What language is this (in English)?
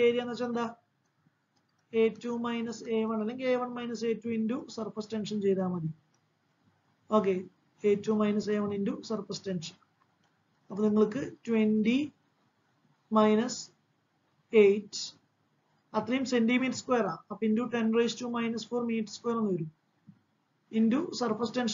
Malayalam